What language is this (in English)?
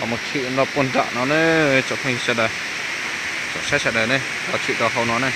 Hmong